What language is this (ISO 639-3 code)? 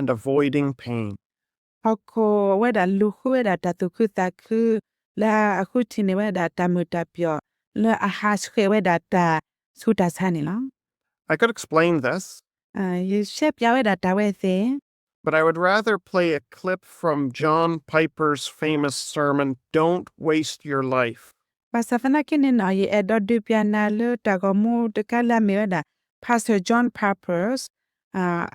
ksw